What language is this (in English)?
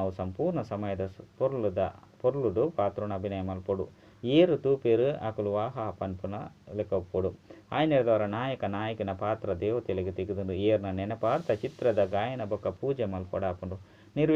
Tulu